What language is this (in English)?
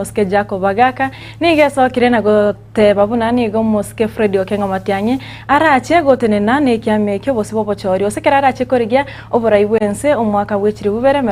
Gusii